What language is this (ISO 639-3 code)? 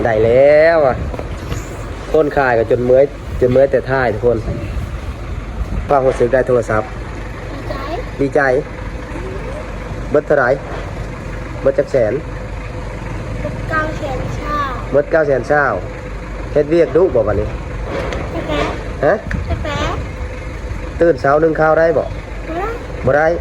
lao